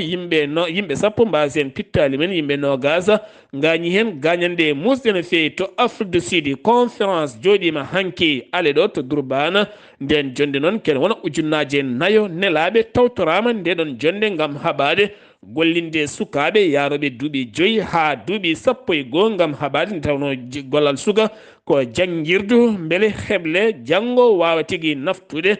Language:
Fula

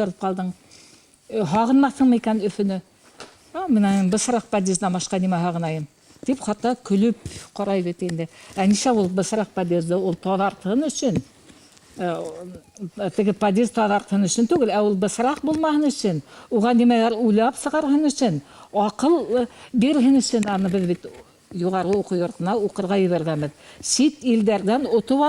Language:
Bashkir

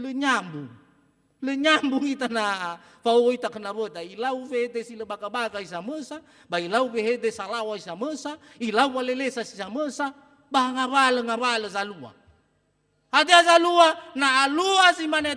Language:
Nias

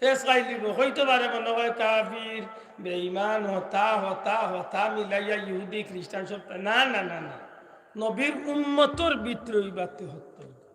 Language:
Sylheti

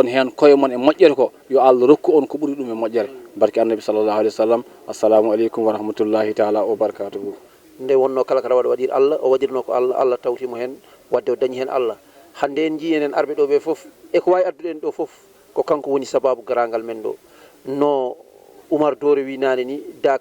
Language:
Fula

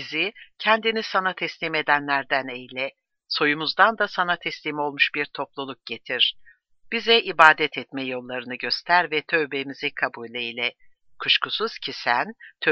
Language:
Turkish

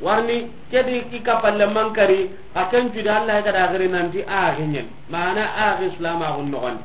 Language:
Soninke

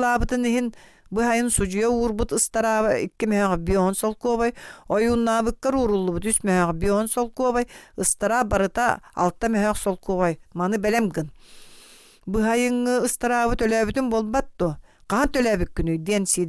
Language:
Yakut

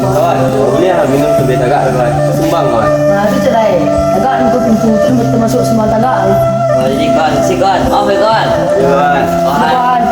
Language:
Minangkabau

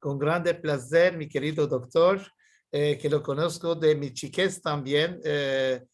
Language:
Ladino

